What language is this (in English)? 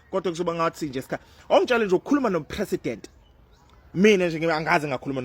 Zulu